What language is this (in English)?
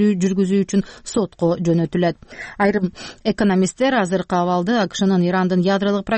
Kyrgyz